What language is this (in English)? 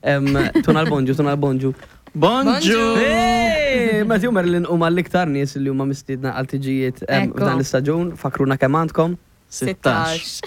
Maltese